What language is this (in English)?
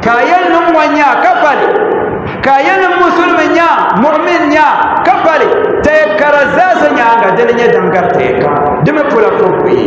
Dagbani